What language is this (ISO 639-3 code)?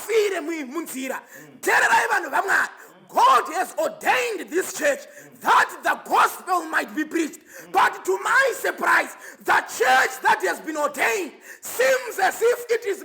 sna